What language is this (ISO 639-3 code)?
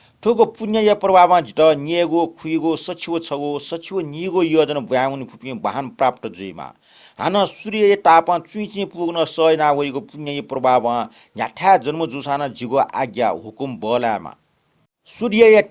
new